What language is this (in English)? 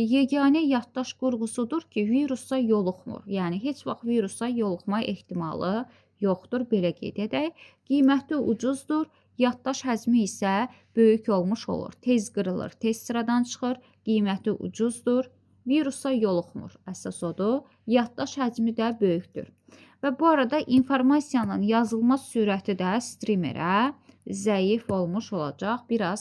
Azerbaijani